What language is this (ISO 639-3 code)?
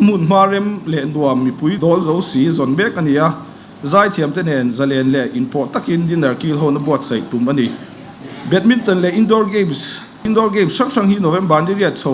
lus